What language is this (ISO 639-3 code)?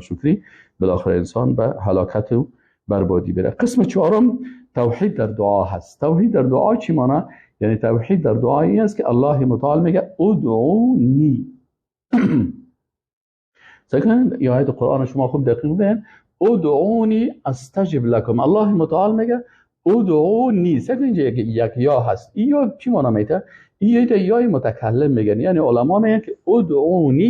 fas